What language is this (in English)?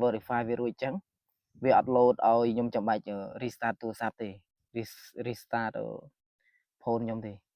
Khmer